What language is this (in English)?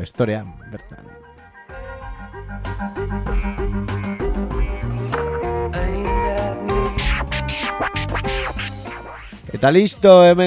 Basque